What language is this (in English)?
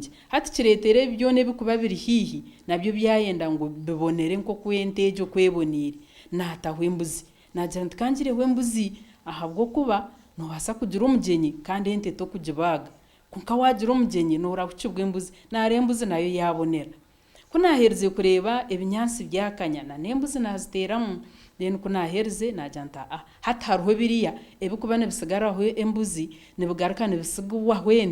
Nyankole